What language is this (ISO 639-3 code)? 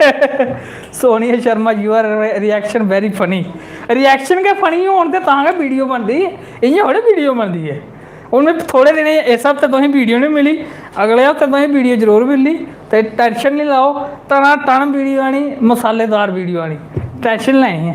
doi